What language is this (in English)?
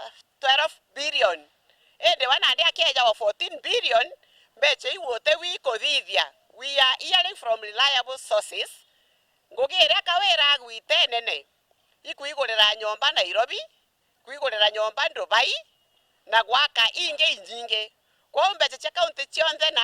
Meru